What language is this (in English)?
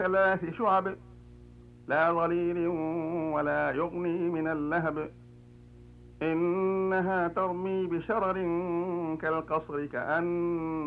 Arabic